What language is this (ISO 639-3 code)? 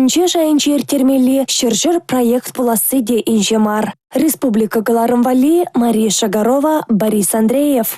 chv